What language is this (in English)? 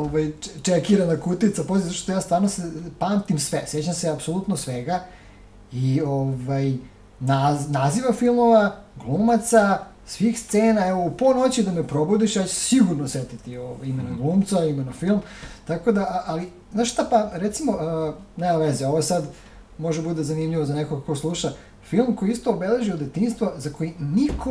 Serbian